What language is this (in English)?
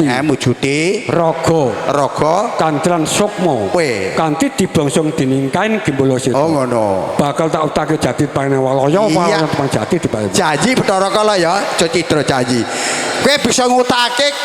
Javanese